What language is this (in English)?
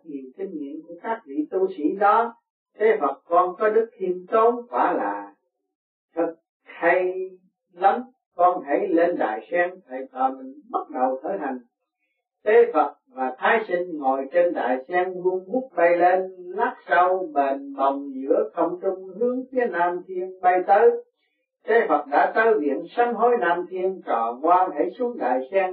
Vietnamese